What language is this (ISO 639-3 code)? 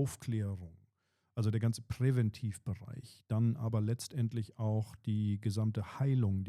gsw